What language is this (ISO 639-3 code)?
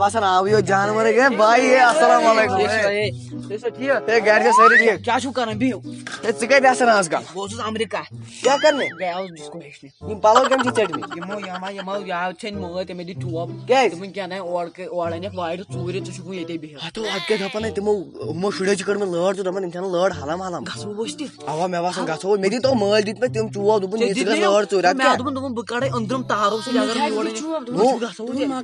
kas